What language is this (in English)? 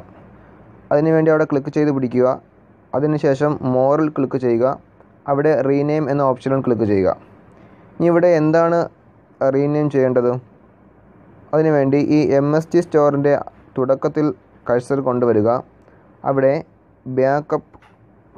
Malayalam